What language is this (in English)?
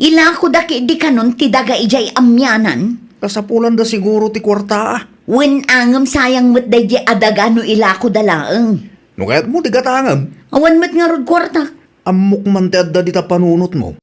Iloko